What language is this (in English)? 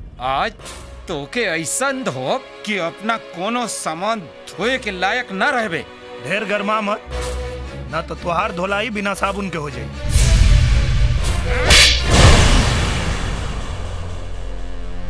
Bhojpuri